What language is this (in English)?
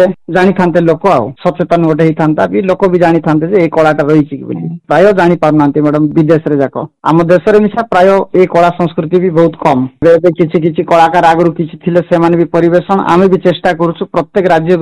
Odia